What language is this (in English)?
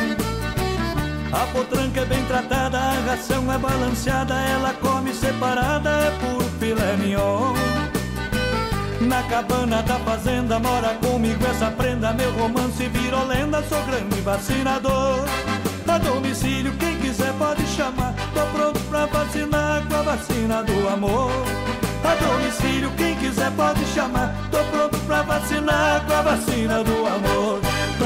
Portuguese